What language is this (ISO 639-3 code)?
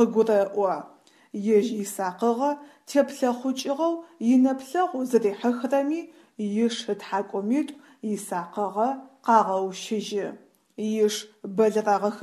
ady